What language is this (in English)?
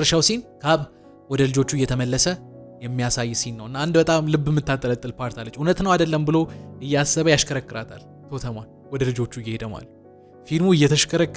Amharic